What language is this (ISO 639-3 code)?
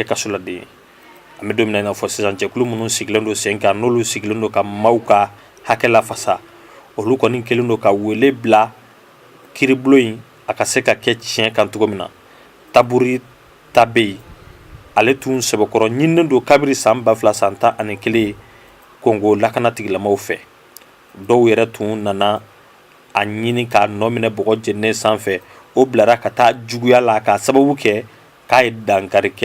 bam